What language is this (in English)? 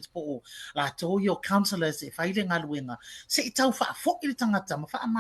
Samoan